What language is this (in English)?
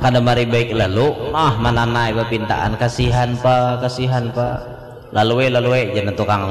Banjar